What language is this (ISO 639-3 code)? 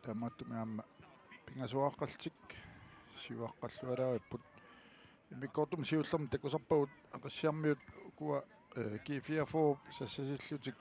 kal